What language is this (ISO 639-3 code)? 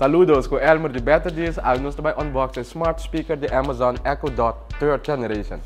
pap